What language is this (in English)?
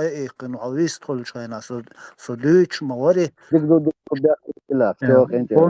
Chechen